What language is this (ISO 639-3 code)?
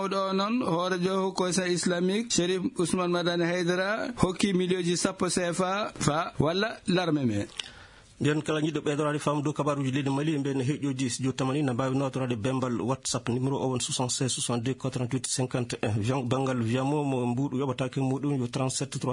ful